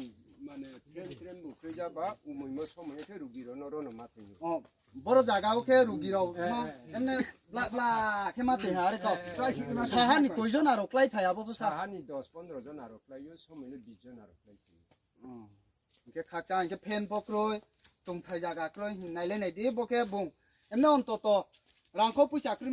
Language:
Riang (India)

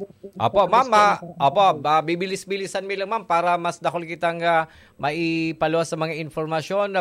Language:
Bikol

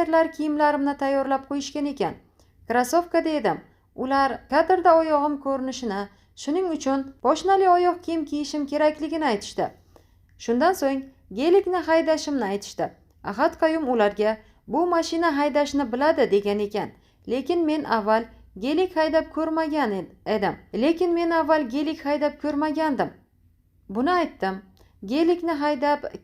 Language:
Uzbek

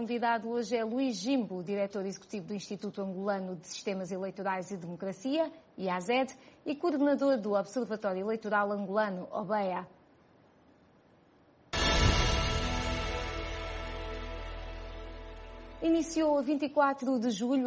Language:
Portuguese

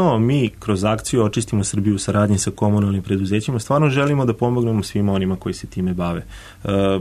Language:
Serbian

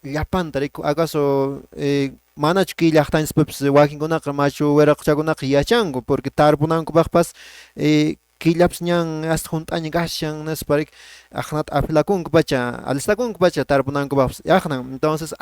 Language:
Quechua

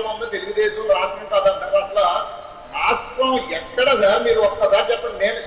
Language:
Telugu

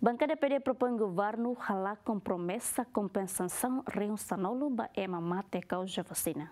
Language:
Tetum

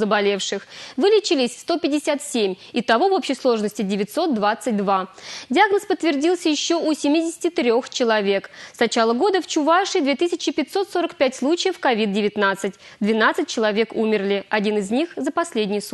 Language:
Russian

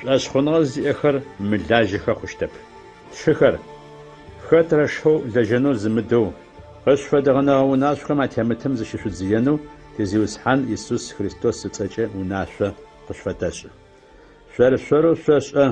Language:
Adyghe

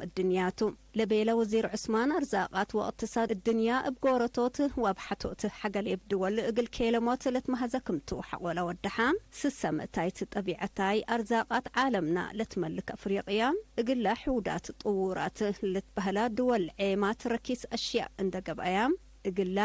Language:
Tigre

